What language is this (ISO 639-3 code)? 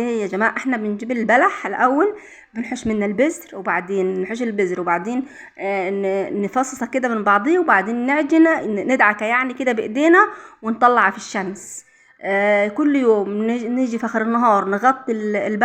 arz